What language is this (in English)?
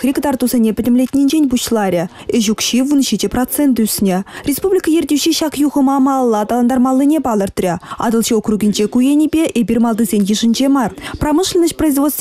Chuvash